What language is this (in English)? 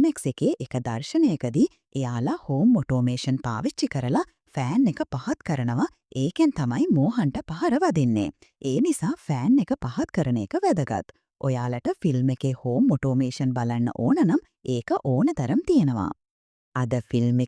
Sinhala